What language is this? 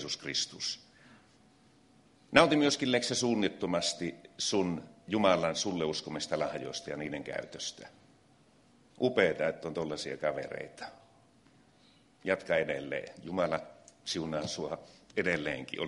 Finnish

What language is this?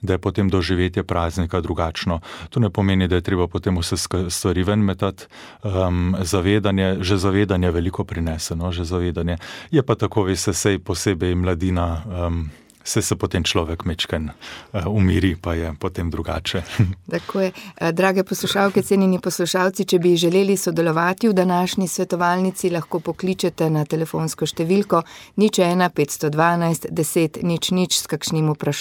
Slovenian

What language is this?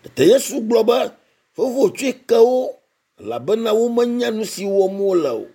Ewe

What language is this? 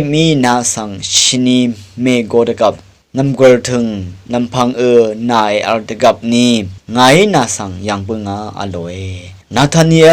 Rawang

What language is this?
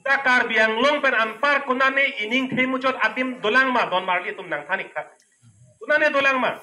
Karbi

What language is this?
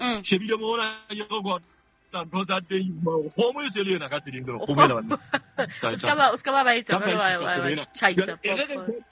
Southern Sotho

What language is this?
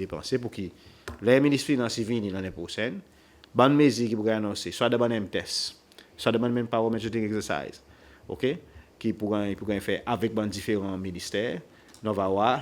Seselwa Creole French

